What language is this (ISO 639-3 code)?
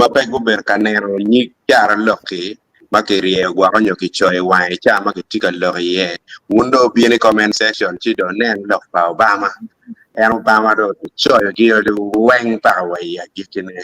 ach